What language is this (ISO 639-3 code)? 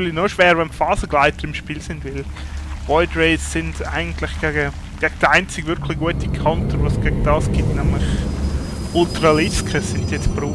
gsw